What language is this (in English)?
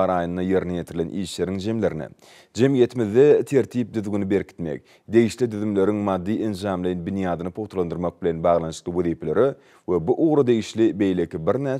Turkmen